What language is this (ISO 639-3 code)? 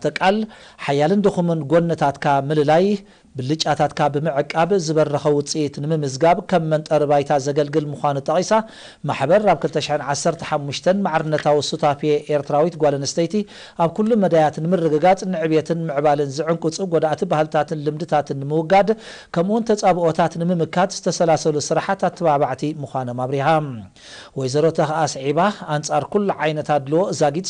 tir